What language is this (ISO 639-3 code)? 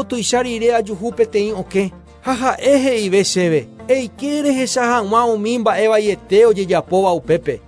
grn